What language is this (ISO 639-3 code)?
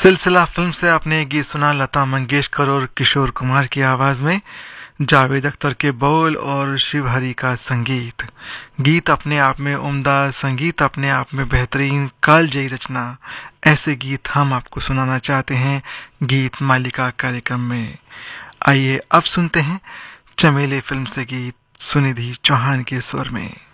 hin